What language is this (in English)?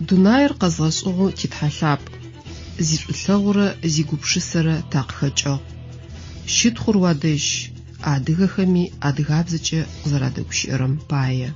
Adyghe